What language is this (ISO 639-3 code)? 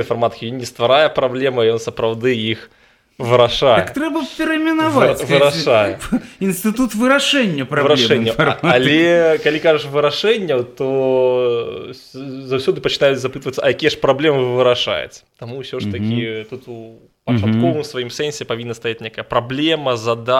bel